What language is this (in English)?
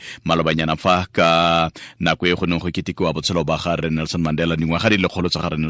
Tswana